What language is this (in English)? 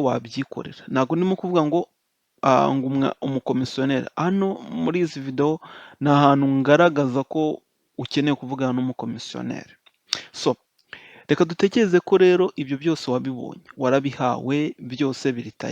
Kinyarwanda